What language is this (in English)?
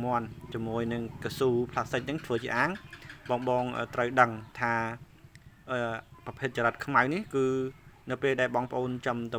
Khmer